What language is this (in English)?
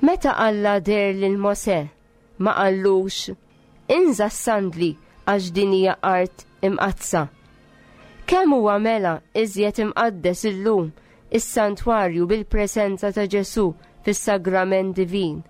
Maltese